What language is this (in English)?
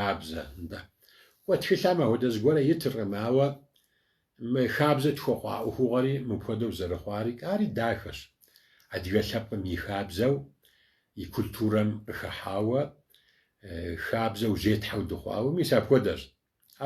Kabardian